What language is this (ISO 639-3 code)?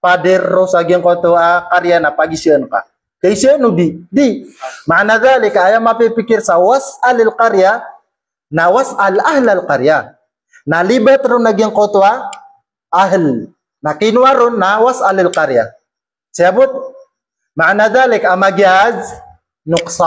mrw